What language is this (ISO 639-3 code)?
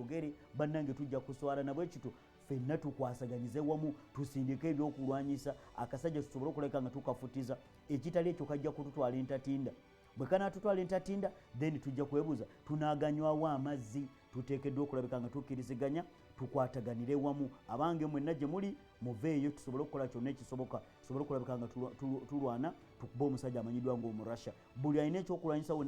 lug